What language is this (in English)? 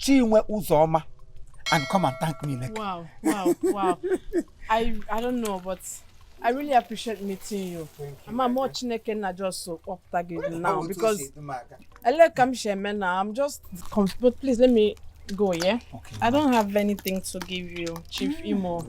Igbo